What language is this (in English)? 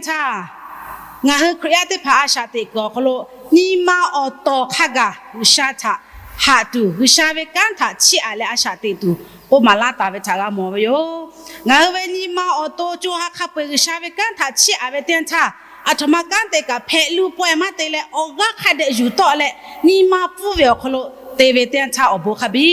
Lahu